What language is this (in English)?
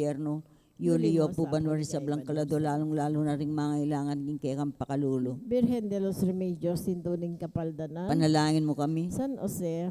Pampanga